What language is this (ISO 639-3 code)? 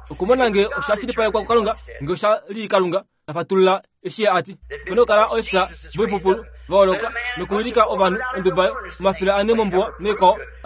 kua